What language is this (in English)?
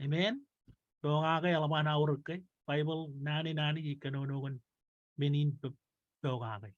Marshallese